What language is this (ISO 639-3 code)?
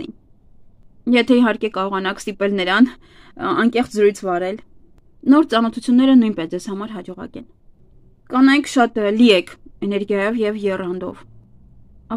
hye